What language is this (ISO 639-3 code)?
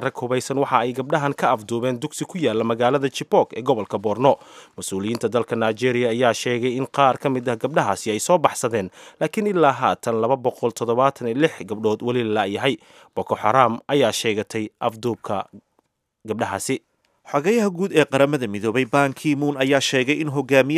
som